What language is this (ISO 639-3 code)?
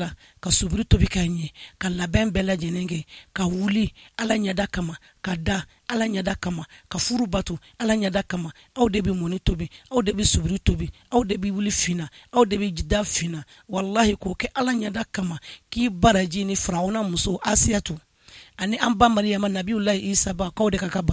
bam